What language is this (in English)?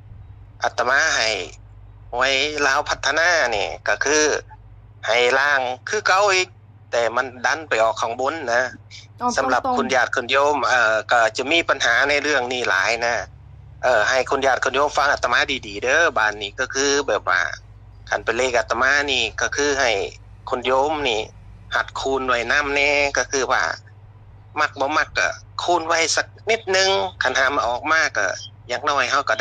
Northeastern Thai